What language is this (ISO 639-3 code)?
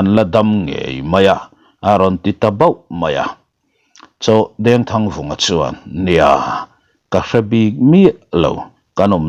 lus